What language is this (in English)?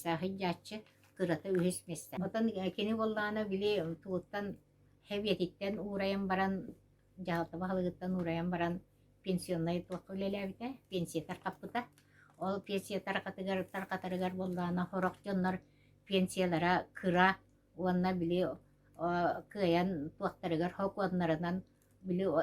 Yakut